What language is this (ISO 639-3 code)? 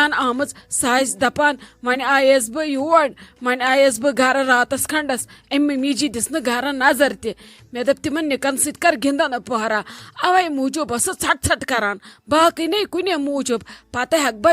kas